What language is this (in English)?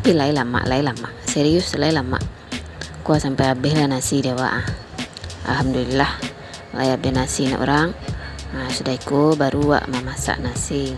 Minangkabau